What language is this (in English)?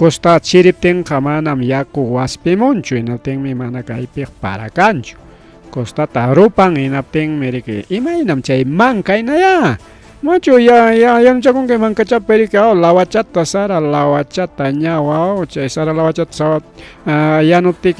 Ayacucho Quechua